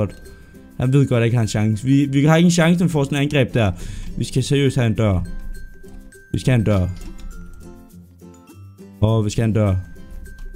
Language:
Danish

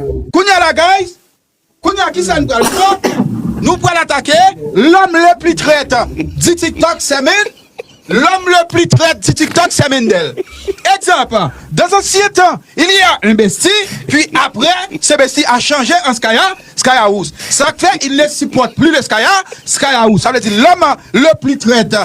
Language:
Haitian Creole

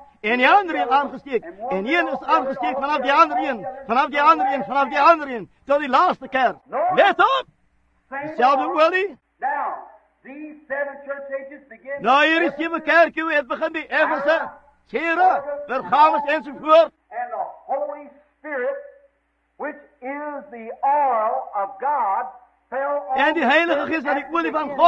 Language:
Afrikaans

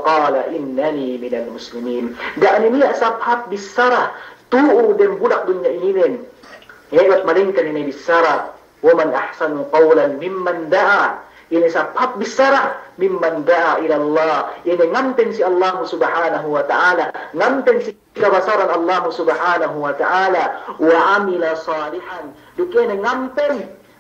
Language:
Yakan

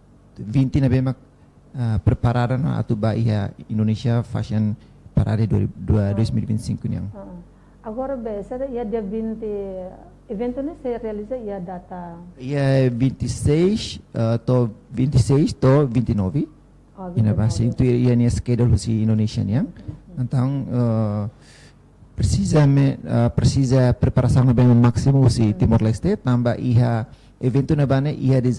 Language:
Tetum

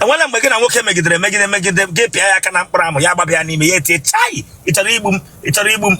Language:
Igbo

